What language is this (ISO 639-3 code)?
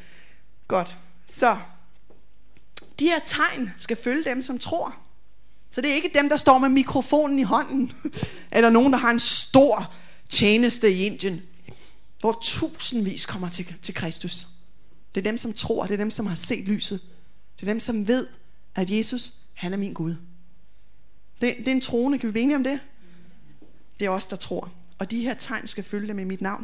dan